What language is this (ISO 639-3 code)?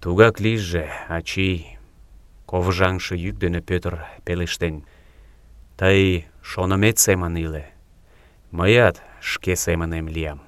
chm